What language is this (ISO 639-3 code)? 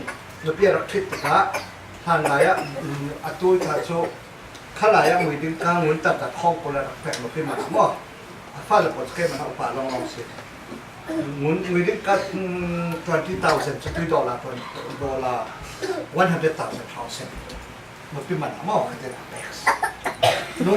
cfm